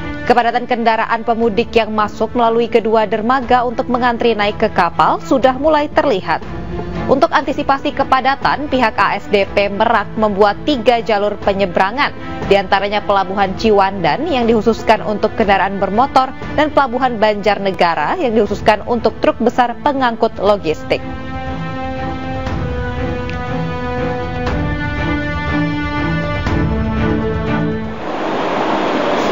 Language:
Indonesian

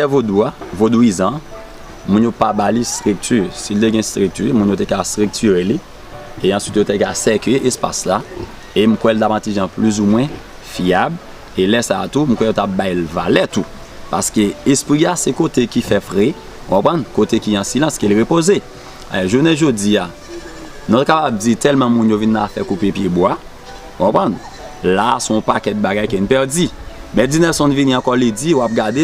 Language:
Haitian Creole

